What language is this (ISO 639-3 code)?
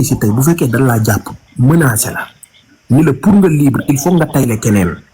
wol